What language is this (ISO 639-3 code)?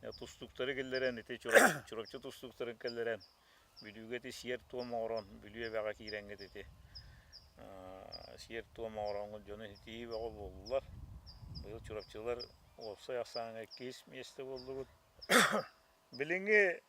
sah